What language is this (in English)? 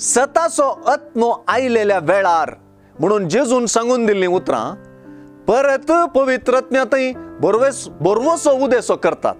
Konkani